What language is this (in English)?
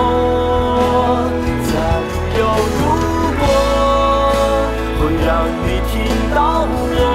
Chinese